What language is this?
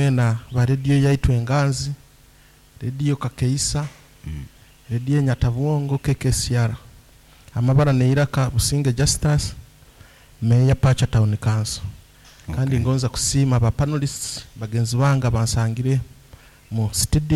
Nyoro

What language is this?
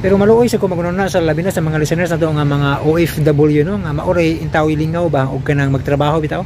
Cebuano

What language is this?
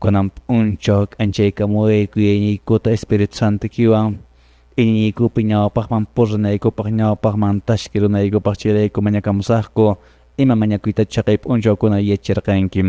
Quechua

